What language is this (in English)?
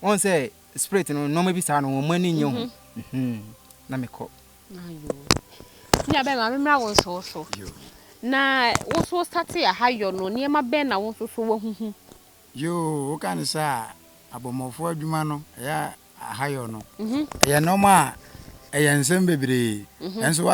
Akan